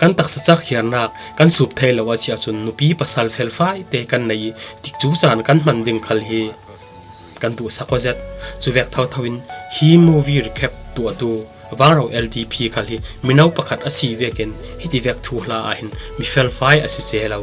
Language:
Falam Chin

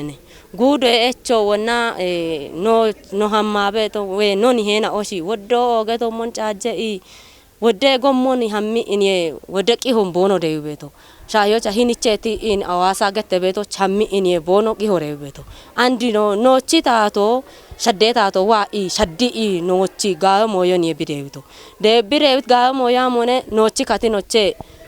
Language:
Kafa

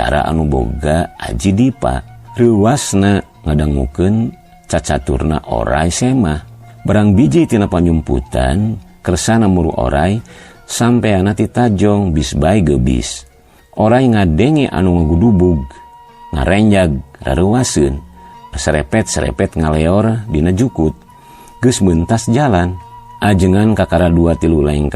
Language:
Sundanese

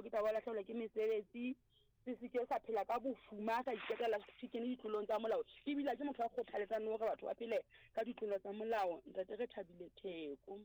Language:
Southern Sotho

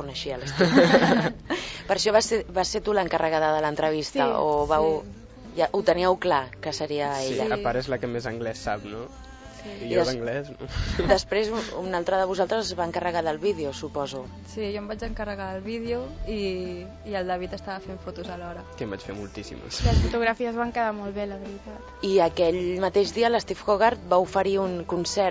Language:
Catalan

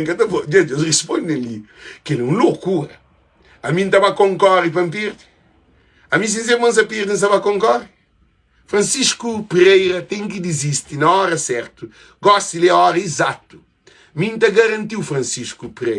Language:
Kabuverdianu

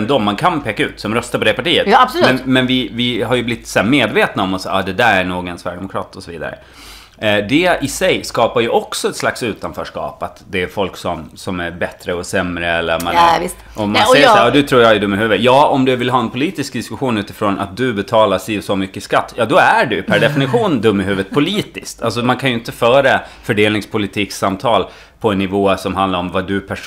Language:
Swedish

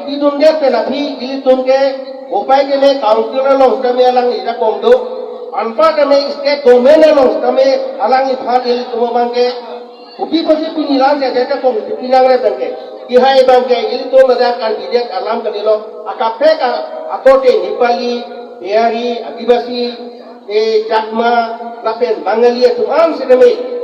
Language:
Karbi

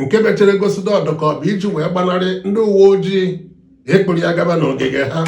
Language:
Igbo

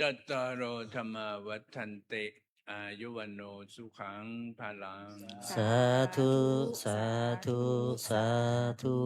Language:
Pali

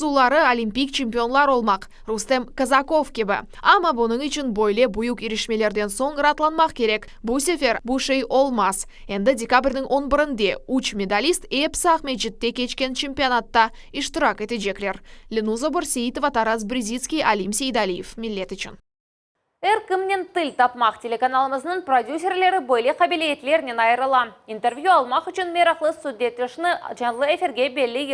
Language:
Crimean Tatar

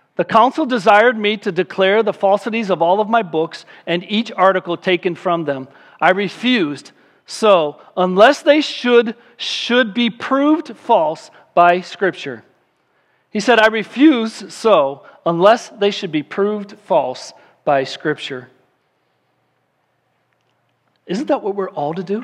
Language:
English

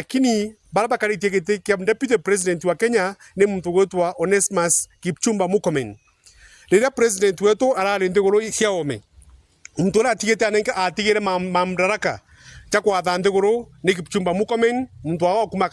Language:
Meru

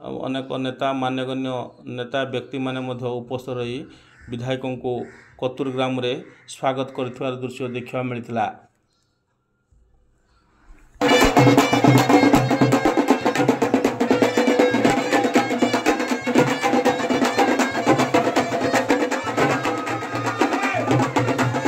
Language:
Odia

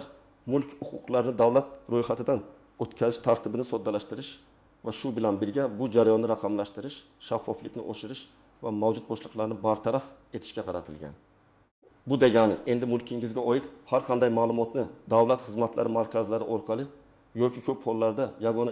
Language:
Uzbek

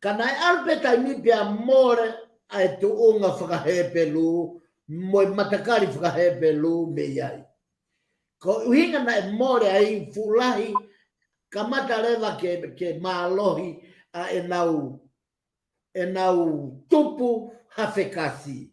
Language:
Tongan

